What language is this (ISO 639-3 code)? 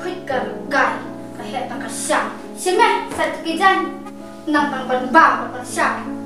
kha